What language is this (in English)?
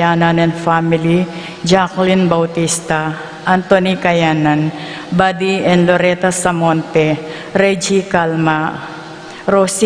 Pampanga